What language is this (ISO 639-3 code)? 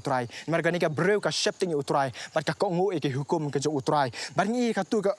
kha